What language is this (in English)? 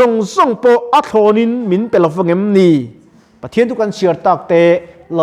Mizo